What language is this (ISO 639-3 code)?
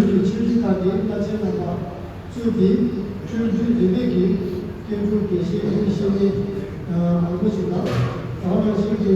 bod